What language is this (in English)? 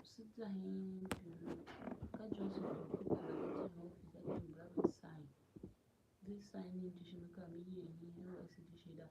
Tiv